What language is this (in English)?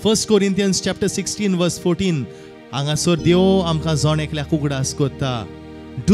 Konkani